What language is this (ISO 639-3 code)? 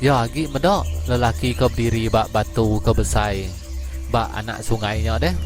iba